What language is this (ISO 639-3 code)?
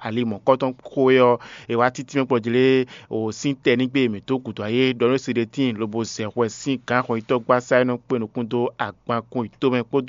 fon